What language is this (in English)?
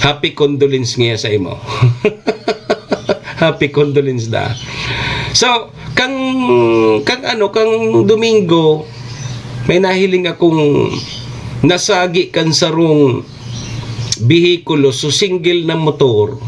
Bikol